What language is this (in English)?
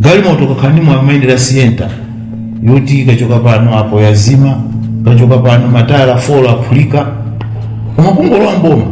Nyanja